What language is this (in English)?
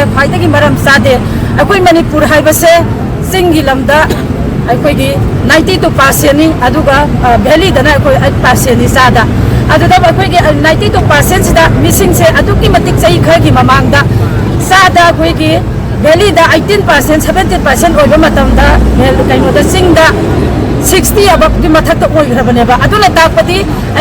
Manipuri